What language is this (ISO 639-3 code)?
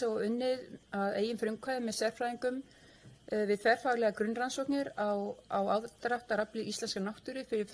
isl